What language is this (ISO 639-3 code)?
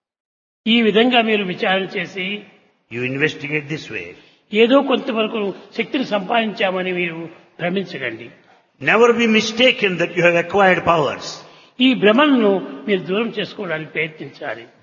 tel